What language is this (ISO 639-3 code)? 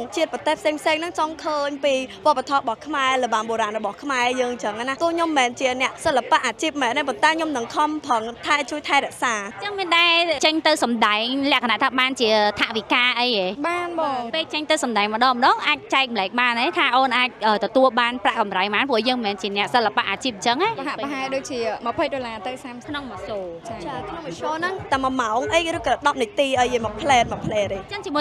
khm